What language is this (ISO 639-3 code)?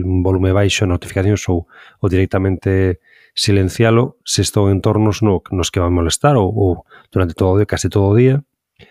glg